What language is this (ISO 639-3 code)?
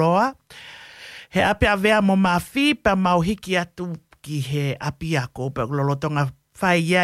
ton